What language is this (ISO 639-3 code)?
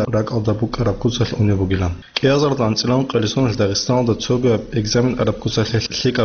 ava